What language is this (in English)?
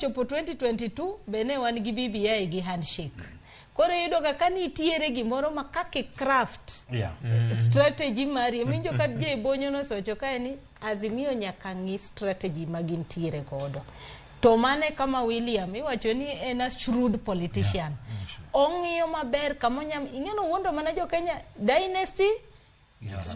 Luo (Kenya and Tanzania)